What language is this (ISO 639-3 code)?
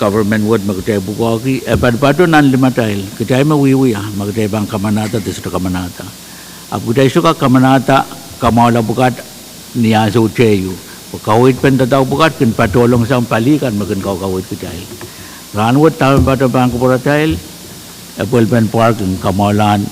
pon